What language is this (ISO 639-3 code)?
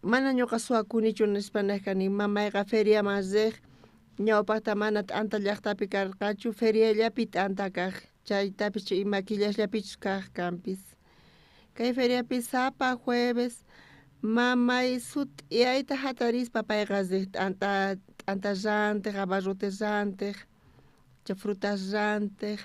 quh